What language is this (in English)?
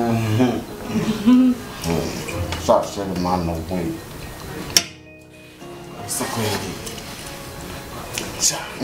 Kinyarwanda